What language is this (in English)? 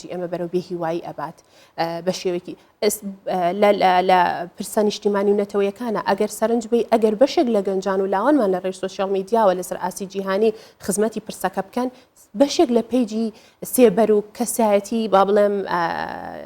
Central Kurdish